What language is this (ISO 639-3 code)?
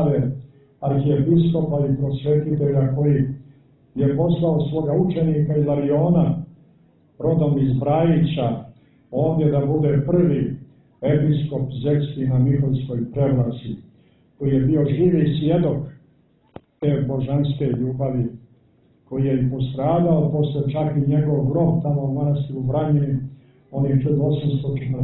srp